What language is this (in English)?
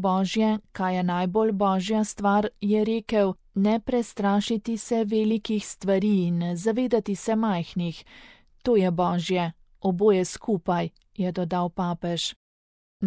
Slovenian